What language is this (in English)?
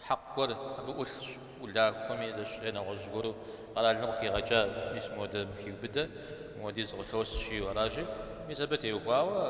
Kabardian